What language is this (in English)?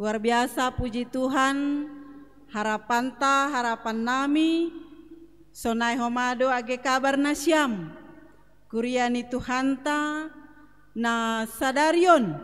Batak Simalungun